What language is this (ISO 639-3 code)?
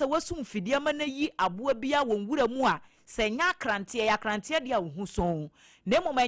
aka